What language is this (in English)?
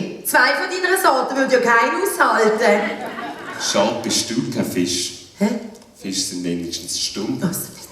Swiss German